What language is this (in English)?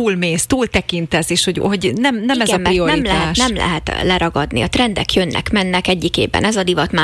Hungarian